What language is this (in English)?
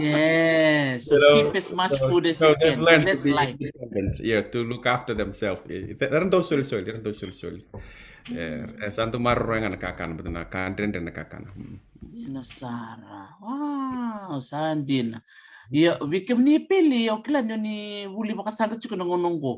Fijian